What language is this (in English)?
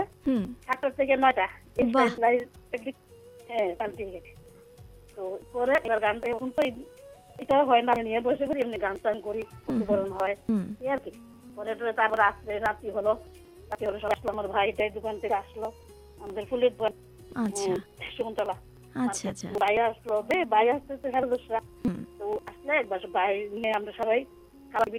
Bangla